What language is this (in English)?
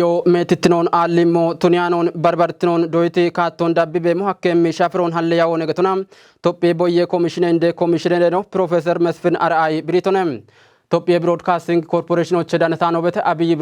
Kafa